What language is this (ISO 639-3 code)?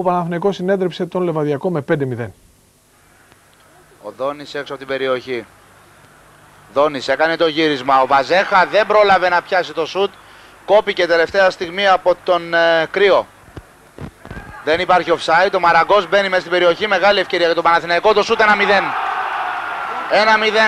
ell